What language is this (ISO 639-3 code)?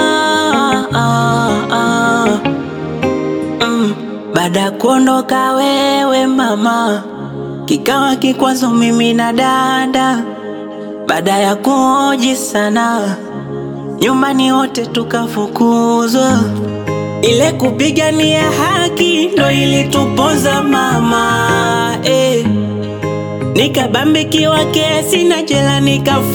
swa